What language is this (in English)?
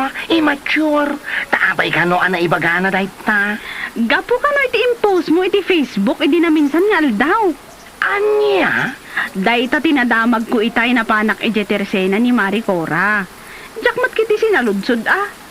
Iloko